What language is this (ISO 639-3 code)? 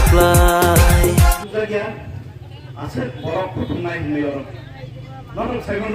trp